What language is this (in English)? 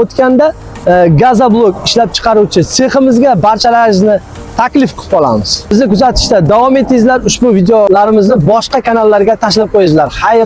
Uzbek